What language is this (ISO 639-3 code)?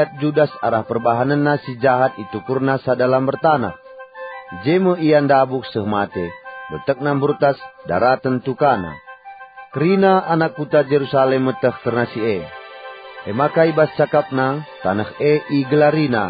btx